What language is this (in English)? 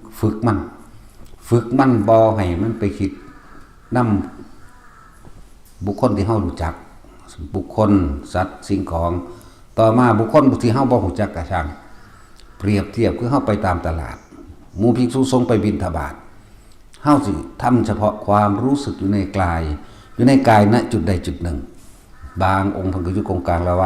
Northeastern Thai